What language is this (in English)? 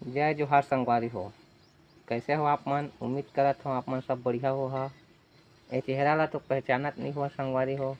Chhattisgarhi